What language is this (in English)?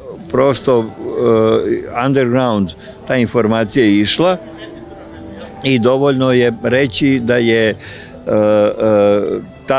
Croatian